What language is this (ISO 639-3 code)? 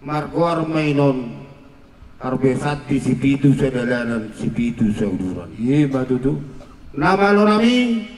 bbc